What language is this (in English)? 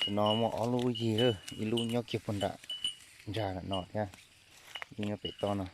Hmong